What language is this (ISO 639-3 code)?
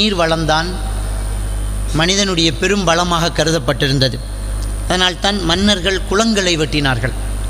tam